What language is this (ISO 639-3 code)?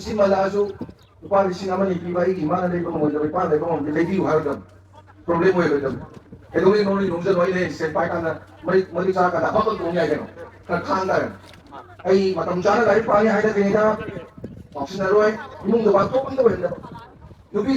mni